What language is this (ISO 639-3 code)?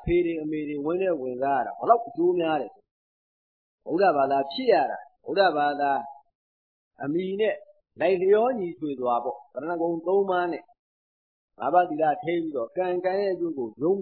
mya